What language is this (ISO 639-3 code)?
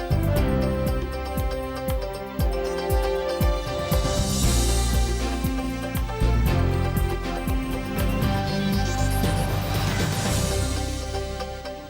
udm